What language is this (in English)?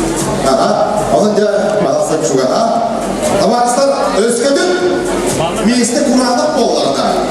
Yakut